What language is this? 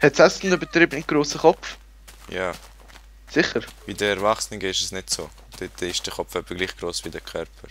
Swiss German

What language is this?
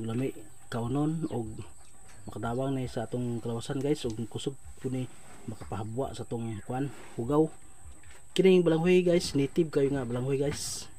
Cebuano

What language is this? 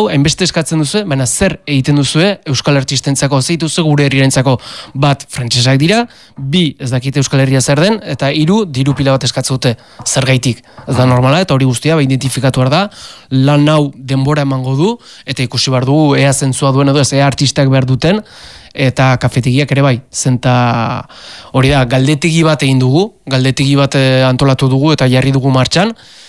Basque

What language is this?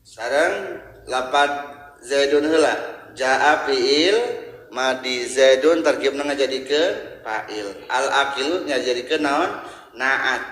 Sundanese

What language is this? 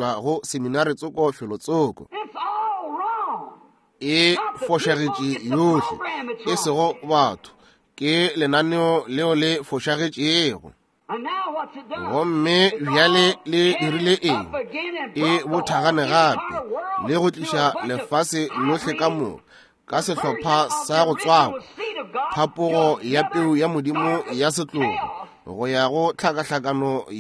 Northern Sotho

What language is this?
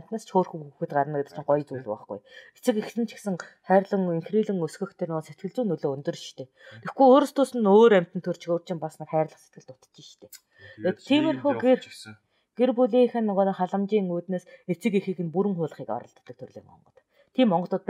Mongolian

